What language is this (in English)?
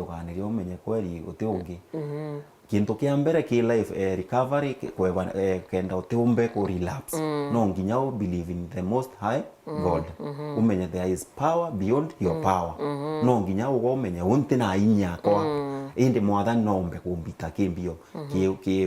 Meru